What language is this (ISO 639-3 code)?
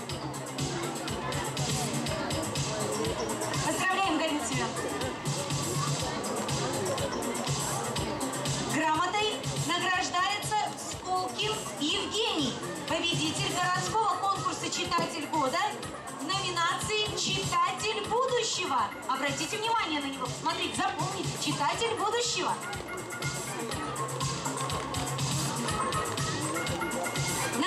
rus